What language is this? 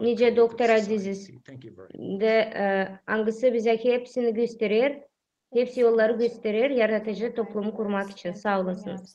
Gagauz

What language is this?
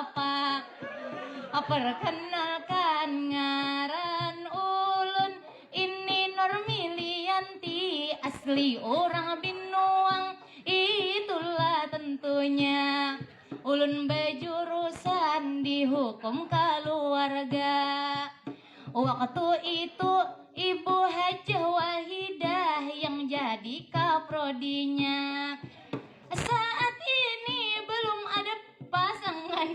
Banjar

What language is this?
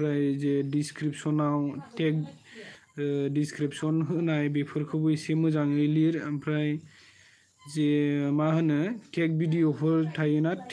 Bodo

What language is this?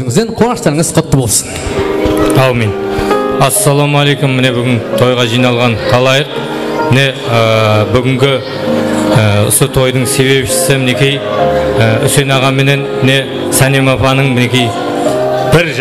Kara-Kalpak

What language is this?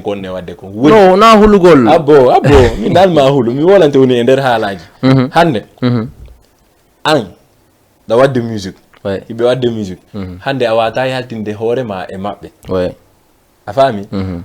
Fula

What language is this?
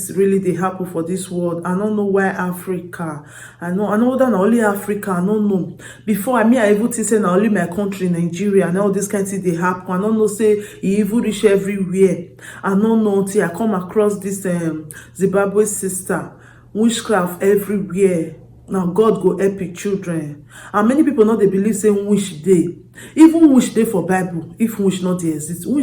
Nigerian Pidgin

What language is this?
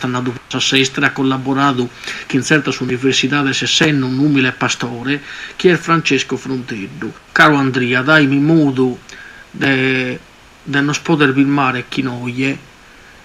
Sardinian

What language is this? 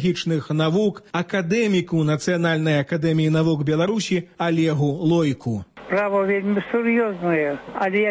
Belarusian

